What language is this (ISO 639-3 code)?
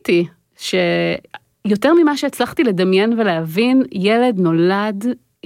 heb